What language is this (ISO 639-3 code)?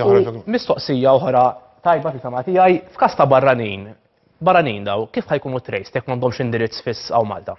mlt